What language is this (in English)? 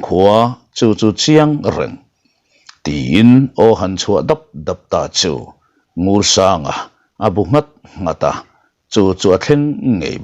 Mizo